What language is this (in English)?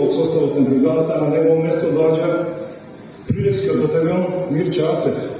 Macedonian